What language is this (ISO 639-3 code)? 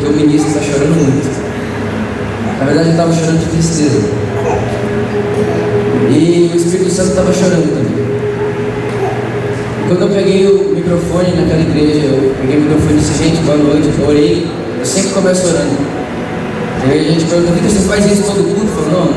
por